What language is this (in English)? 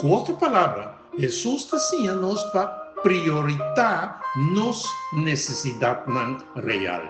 Papiamento